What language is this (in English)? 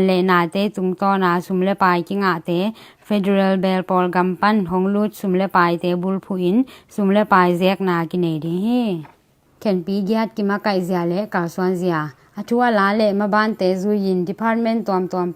Tedim Chin